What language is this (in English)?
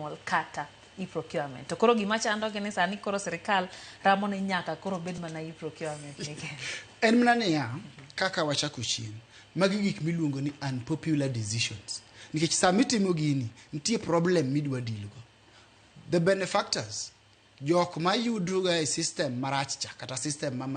Luo (Kenya and Tanzania)